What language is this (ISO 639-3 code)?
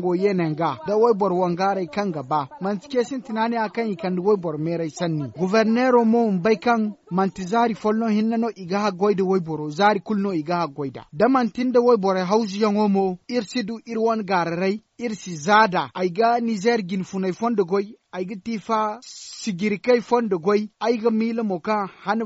dje